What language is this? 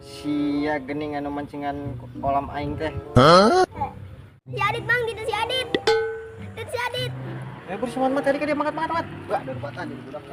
Sundanese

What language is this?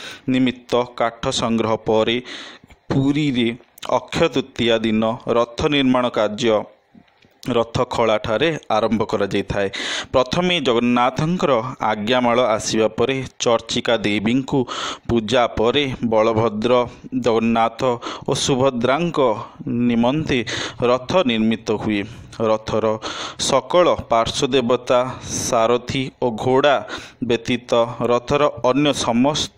Odia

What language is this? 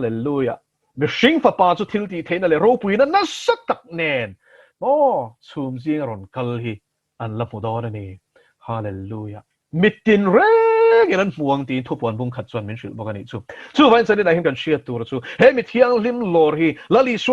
Mizo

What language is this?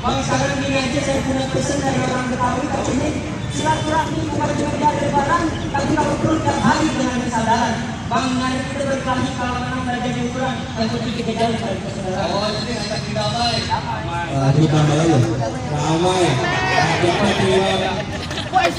Betawi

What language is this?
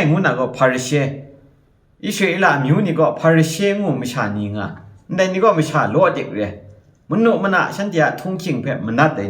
Kachin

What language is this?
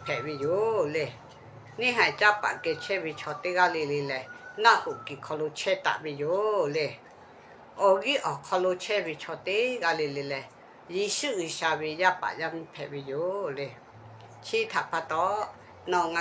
Lahu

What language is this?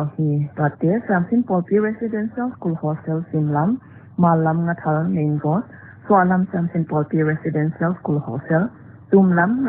Paite Chin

